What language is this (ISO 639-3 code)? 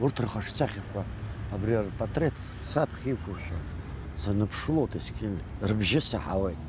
abk